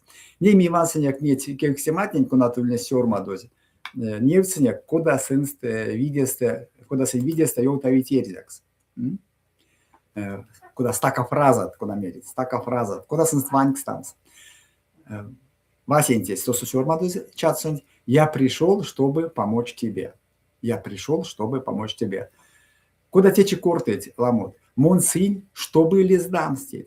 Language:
Erzya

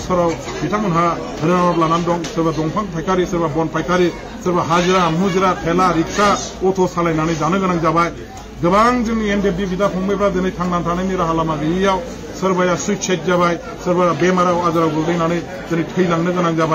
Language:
Bodo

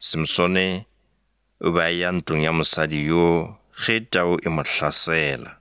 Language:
Northern Sotho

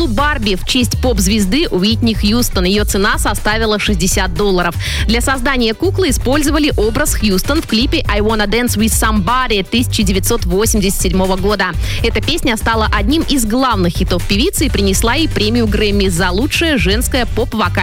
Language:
Russian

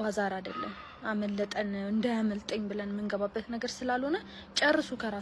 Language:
Amharic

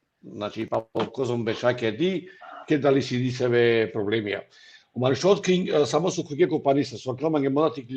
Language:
Balkan Romani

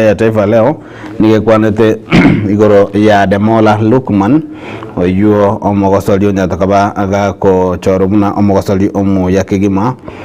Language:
Gusii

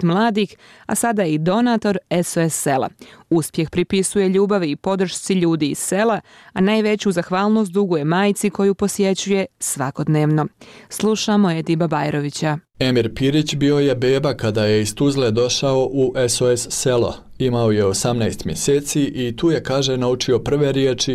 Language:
Bosnian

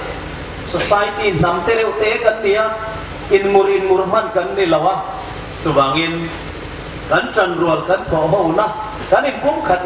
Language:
Hmar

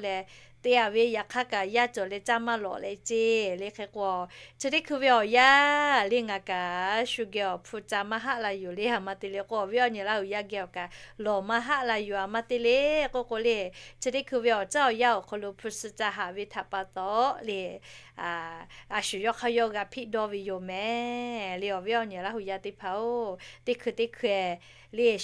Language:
Lahu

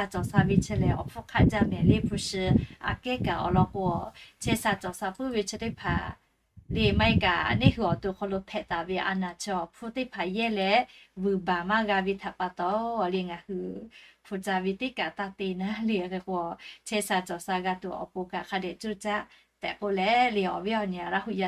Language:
Lahu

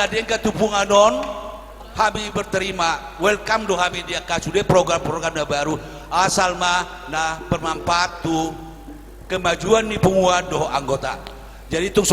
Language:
Batak Toba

